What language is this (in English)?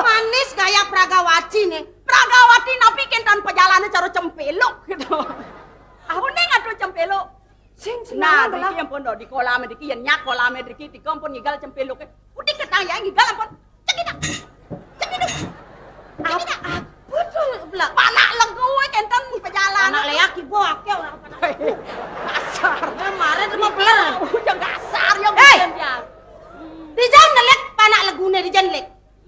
Balinese